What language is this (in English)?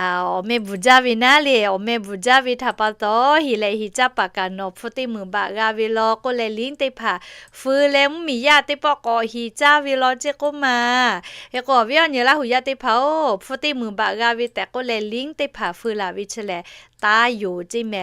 Lahu